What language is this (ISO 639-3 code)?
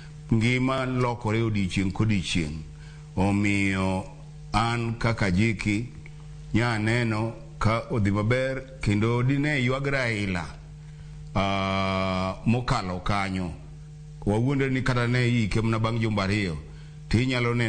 luo